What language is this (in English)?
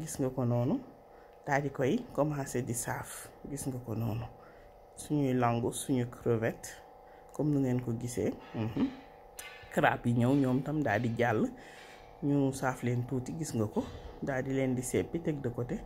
Wolof